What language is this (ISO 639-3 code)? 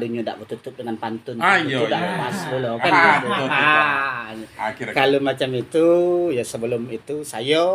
min